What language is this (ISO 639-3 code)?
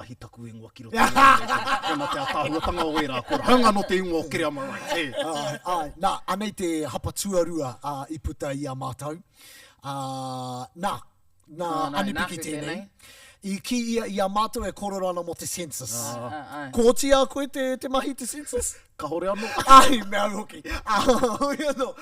mri